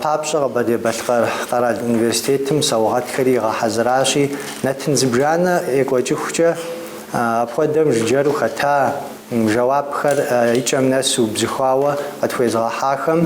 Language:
Kabardian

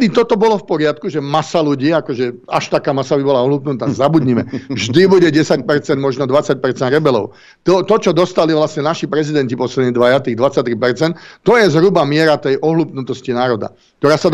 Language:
Slovak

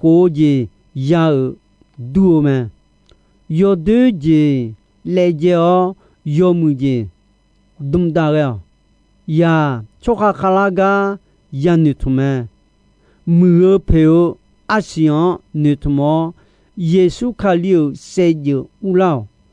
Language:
Akha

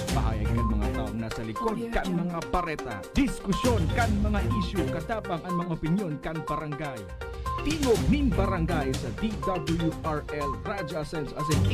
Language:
Bikol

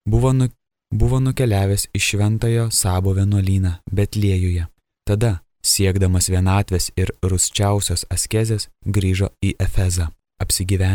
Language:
Lithuanian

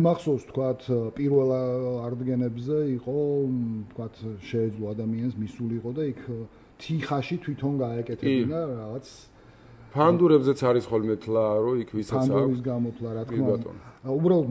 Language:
Georgian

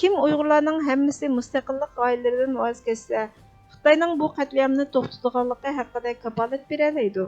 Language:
Uyghur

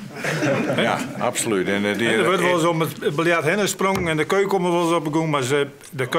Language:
Western Frisian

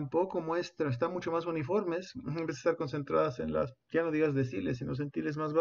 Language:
Spanish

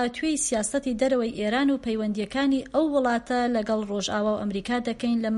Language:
Central Kurdish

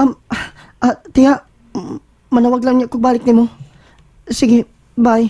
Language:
Cebuano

